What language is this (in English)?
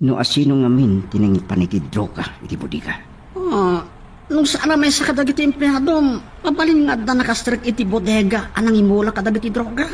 Iloko